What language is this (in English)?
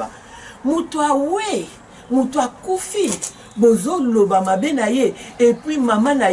Lingala